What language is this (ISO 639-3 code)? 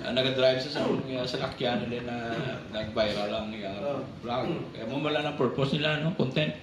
hil